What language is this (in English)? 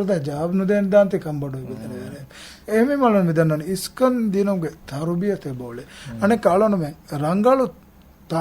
Divehi